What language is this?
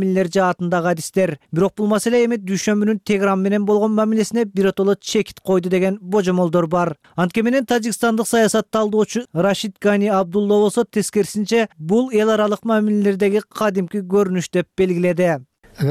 Kyrgyz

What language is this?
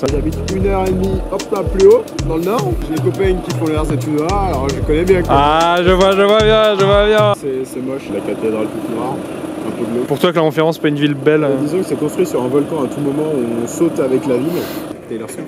French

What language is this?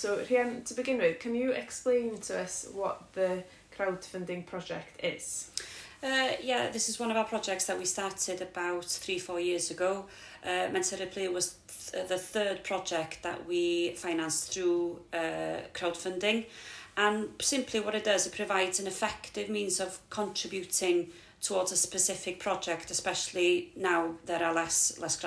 English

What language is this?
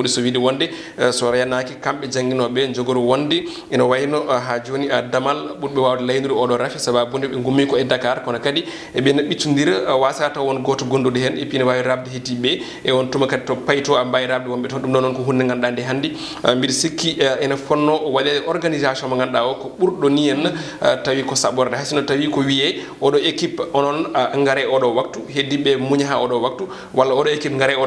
Fula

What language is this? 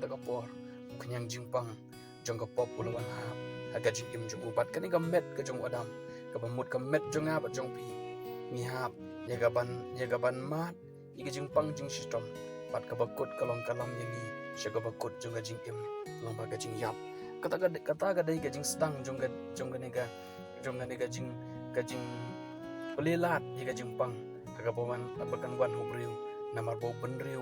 Khasi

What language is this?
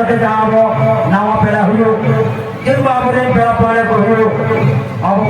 Santali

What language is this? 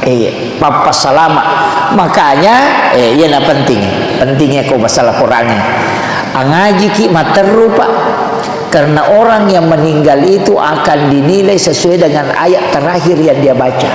Buginese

